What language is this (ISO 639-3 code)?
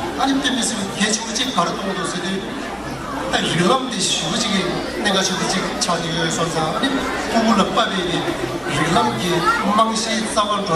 bod